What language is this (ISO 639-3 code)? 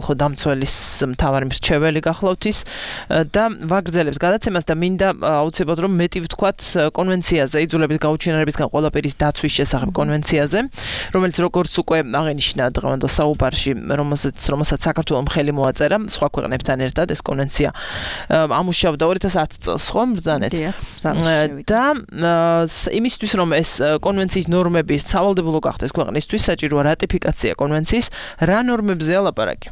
kat